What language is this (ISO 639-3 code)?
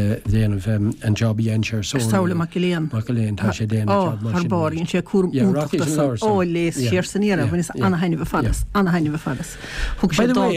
gle